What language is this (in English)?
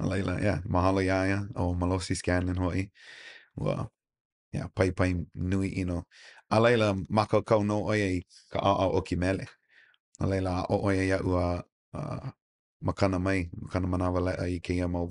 Hawaiian